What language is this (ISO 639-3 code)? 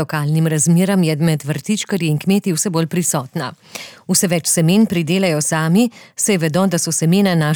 slv